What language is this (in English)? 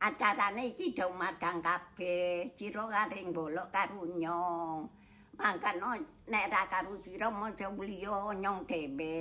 Javanese